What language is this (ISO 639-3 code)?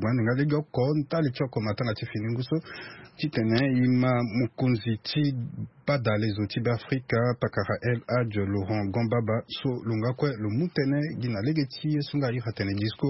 sag